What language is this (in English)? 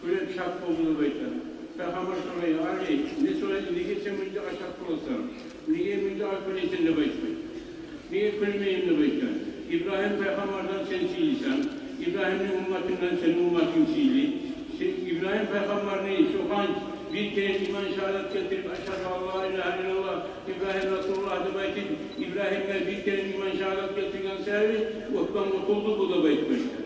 Kumyk